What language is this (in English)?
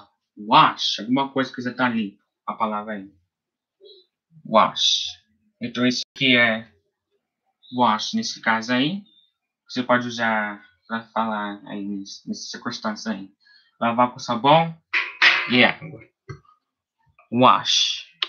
Portuguese